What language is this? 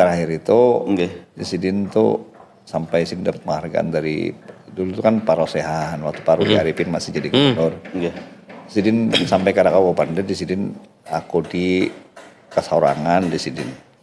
Banjar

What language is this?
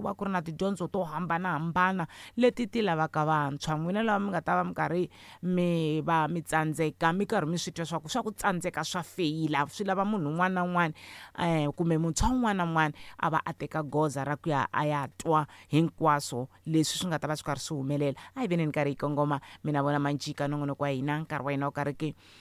Tsonga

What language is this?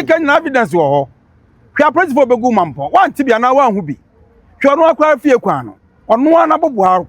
Akan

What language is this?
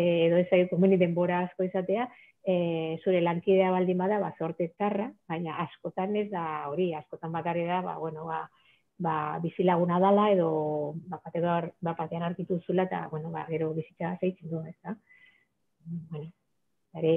Basque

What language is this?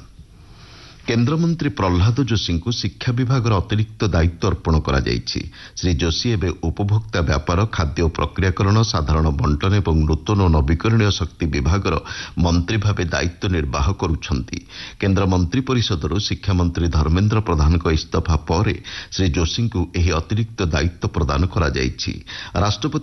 Odia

